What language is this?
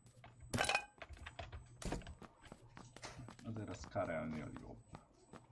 Hungarian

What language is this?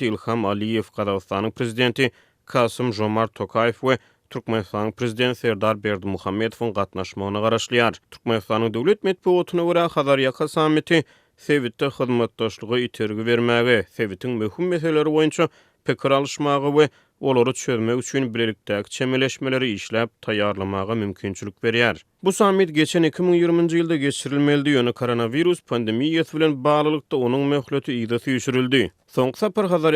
Turkmen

